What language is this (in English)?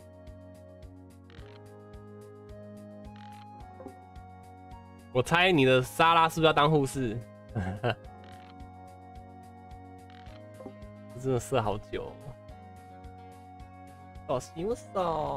Chinese